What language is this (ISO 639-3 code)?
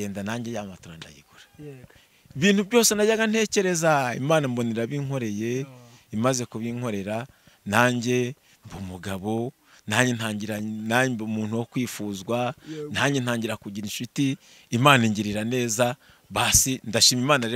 kin